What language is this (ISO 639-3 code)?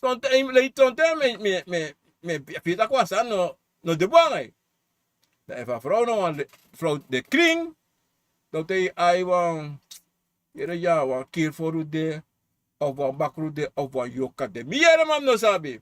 srn